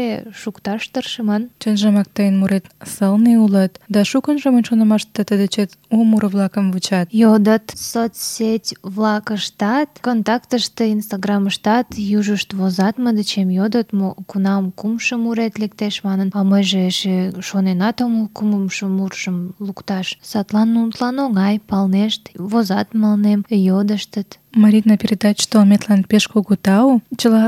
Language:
Mari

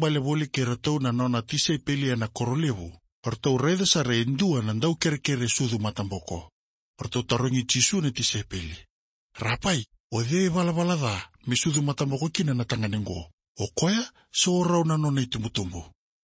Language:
Fijian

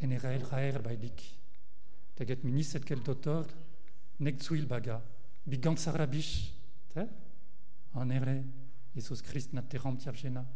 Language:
Mongolian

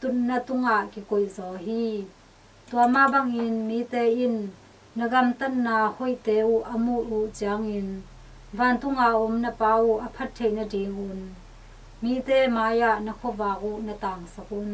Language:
Tedim Chin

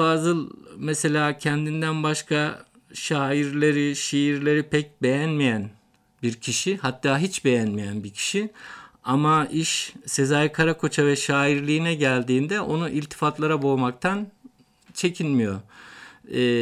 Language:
Turkish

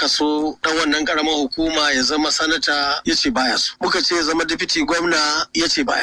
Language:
Hausa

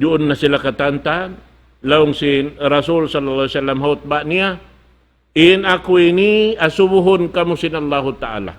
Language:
Tausug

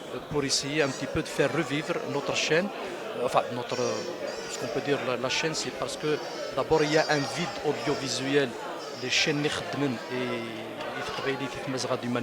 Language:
Kabyle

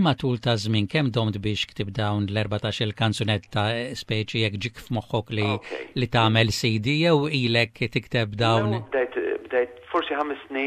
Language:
Maltese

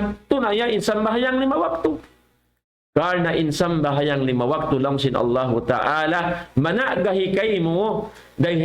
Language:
Tausug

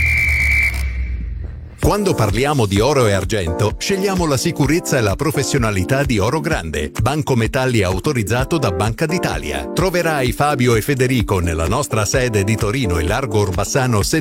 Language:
Italian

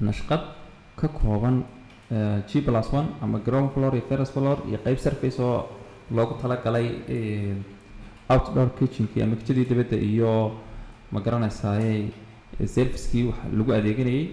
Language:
Somali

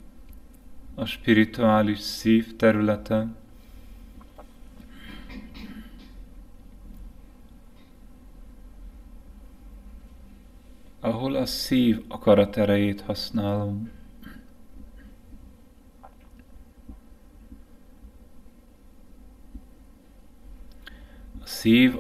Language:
Hungarian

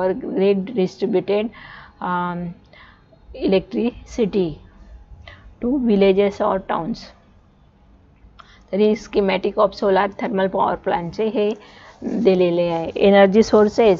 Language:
Marathi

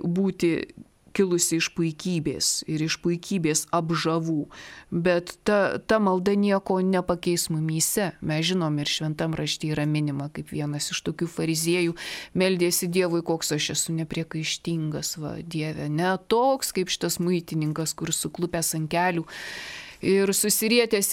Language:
Lithuanian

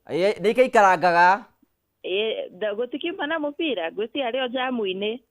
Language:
Kikuyu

